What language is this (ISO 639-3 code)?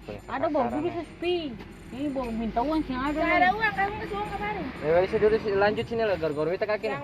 abs